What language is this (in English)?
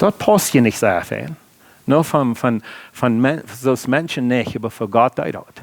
Plautdietsch